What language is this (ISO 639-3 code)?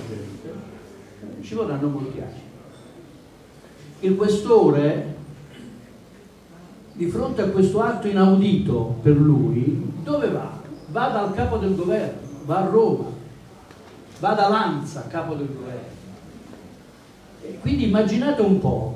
ita